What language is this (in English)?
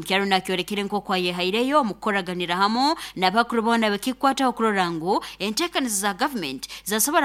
Nyoro